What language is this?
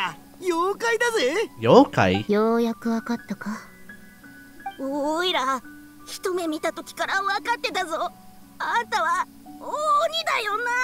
Japanese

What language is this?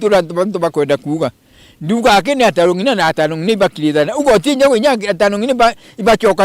Meru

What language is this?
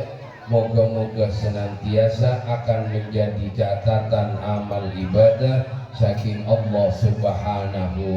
Madurese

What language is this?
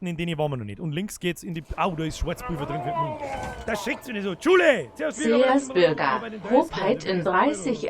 Bavarian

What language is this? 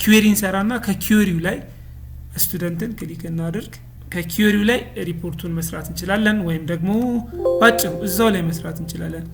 Amharic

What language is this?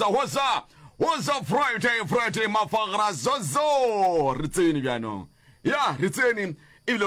Northern Sotho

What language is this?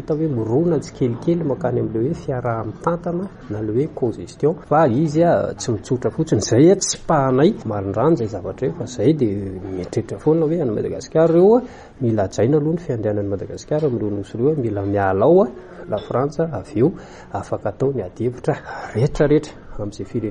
Malagasy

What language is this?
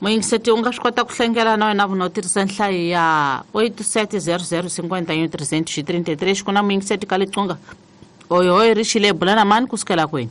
Tsonga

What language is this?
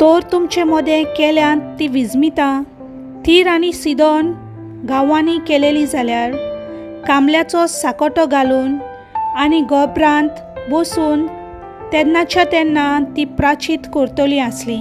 Konkani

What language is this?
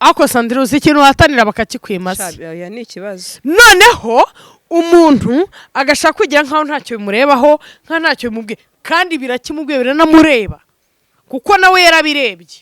Kinyarwanda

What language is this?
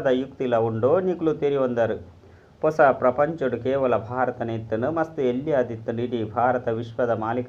Tulu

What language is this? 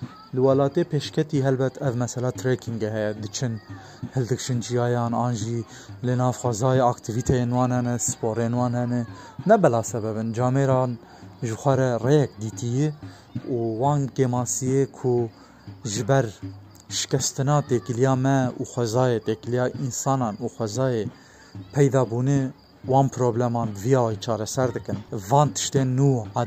Kurdish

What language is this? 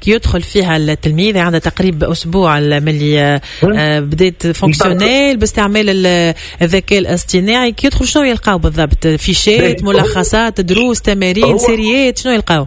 Tunisian Arabic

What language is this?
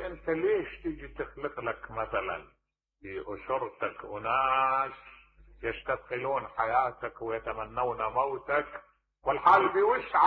Mesopotamian Arabic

